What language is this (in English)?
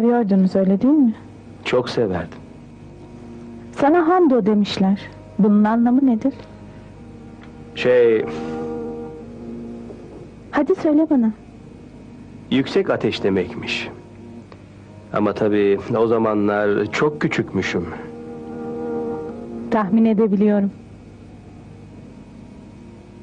Turkish